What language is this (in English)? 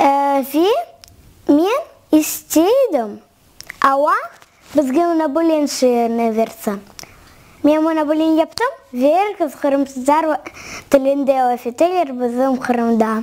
Crimean Tatar